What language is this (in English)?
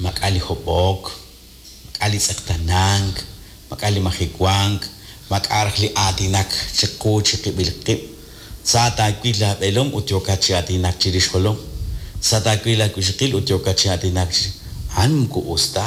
Kekchí